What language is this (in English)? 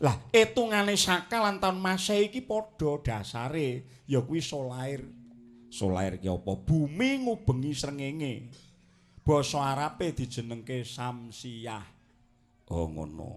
Javanese